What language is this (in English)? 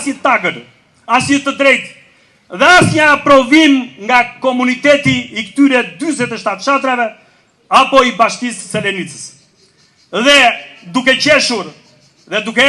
Albanian